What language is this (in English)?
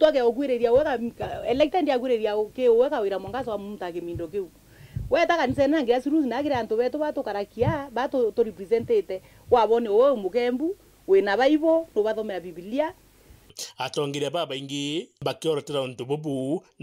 Meru